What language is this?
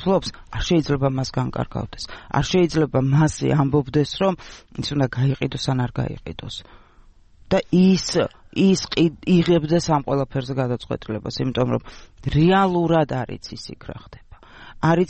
Georgian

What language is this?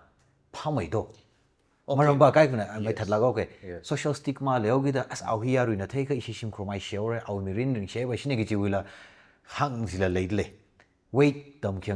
Tangkhul Naga (India)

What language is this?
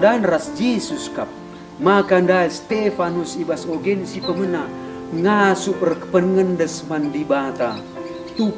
Batak Karo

